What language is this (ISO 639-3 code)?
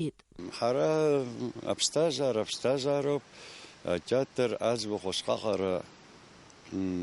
abk